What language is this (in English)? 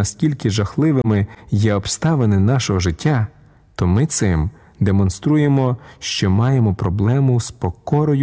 Ukrainian